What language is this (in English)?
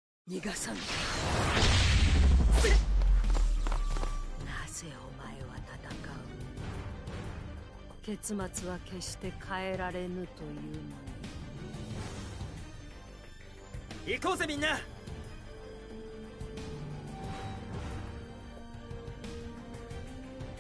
Japanese